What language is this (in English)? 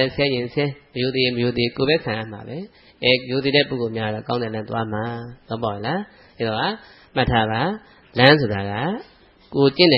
Burmese